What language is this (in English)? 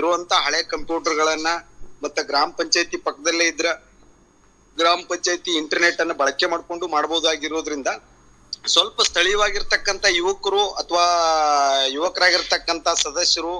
Kannada